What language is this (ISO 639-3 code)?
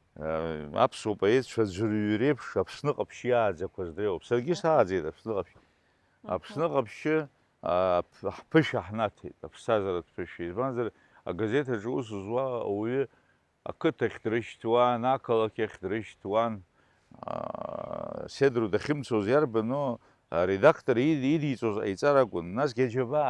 abk